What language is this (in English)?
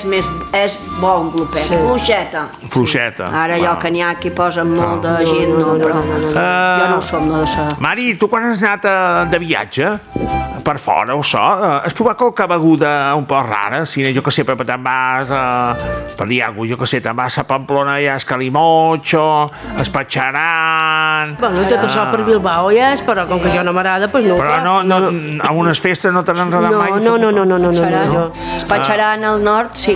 Catalan